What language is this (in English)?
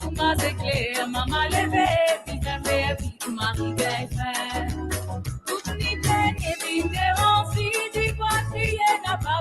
Morisyen